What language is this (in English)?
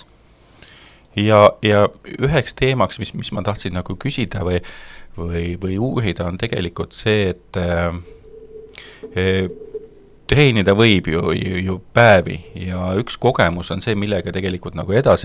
Estonian